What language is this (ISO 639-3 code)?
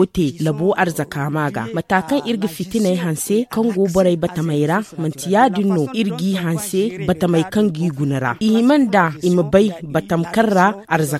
dje